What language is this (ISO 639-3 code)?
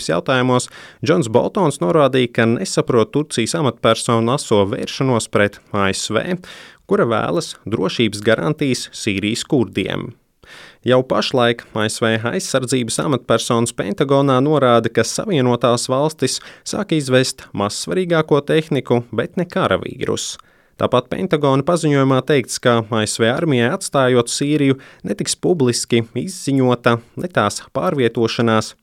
lav